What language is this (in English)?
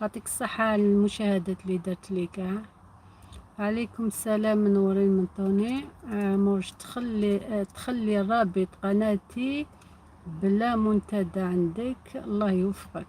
Algerian Arabic